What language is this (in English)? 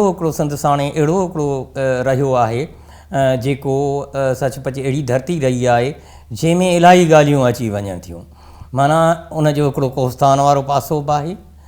Sindhi